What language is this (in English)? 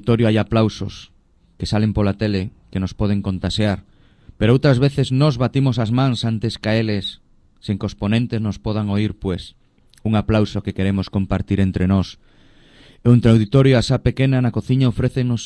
Galician